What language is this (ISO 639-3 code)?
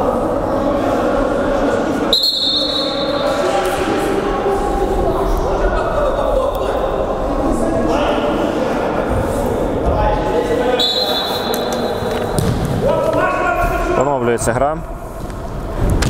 ukr